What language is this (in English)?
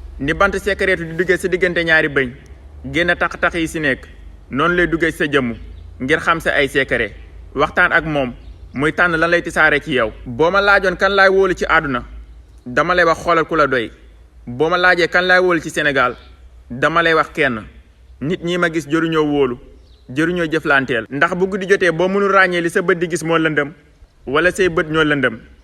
Wolof